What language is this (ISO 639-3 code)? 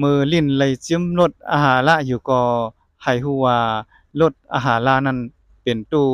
shn